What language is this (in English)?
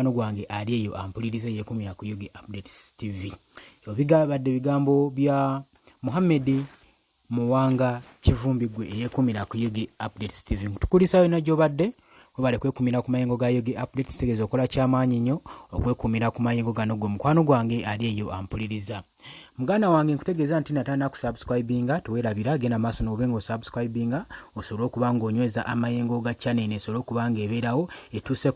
Ganda